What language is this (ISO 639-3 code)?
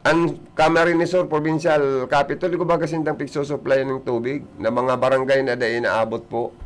bik